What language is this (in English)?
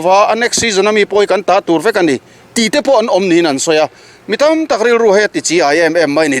Mizo